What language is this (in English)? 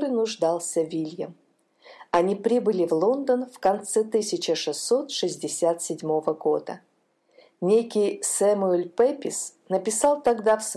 Russian